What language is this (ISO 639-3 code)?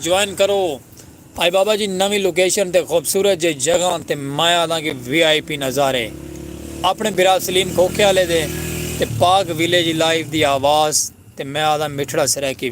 skr